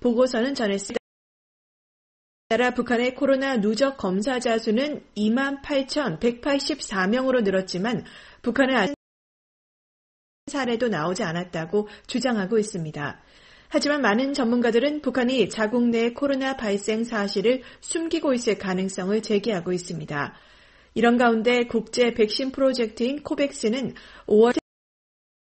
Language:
Korean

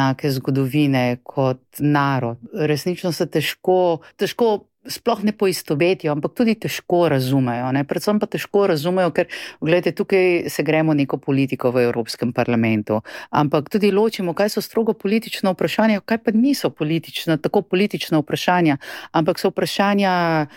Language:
Slovenian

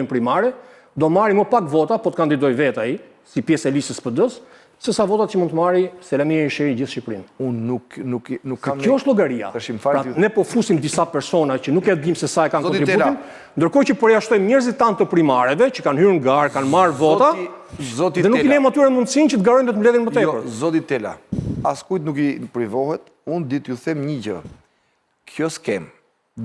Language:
Albanian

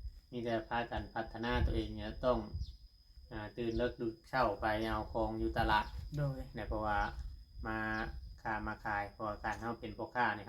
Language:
Northeastern Thai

